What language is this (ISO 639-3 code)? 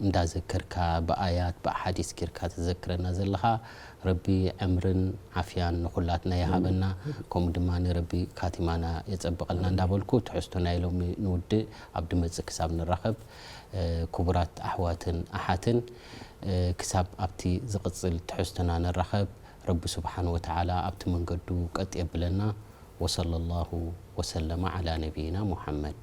tir